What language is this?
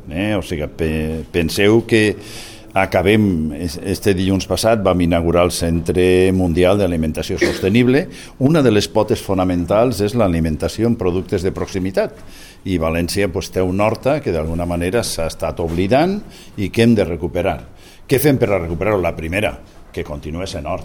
Catalan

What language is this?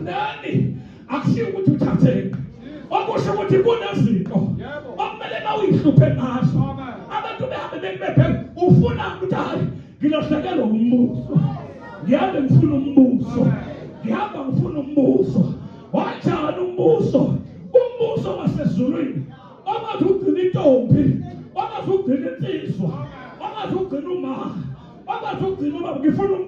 Zulu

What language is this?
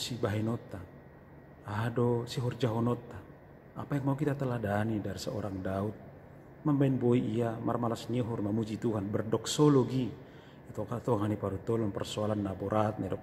Batak Simalungun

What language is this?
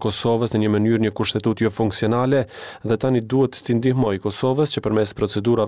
Albanian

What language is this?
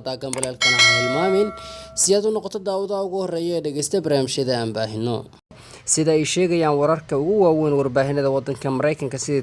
Somali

